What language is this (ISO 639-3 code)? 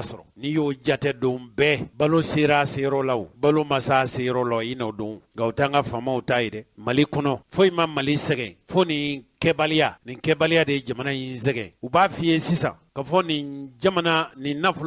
bam